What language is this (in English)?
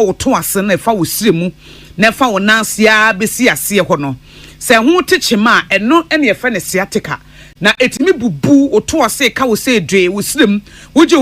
Akan